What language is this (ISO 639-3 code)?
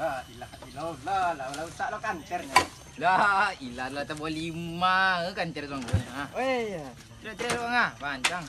min